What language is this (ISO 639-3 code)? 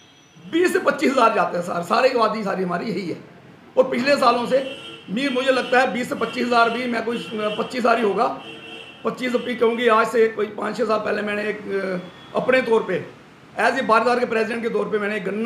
hin